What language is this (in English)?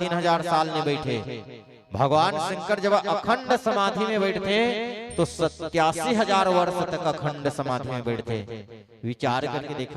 Chhattisgarhi